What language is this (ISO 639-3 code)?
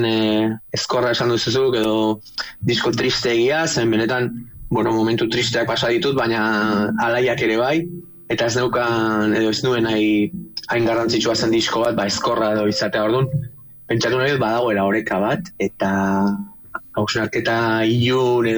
eus